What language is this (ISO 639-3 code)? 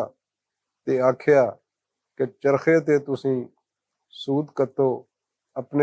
lah